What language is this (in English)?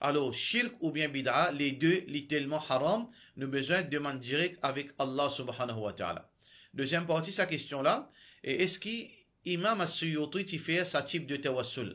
Morisyen